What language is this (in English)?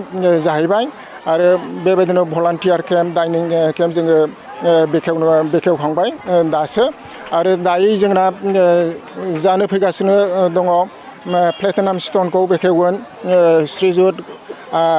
Bodo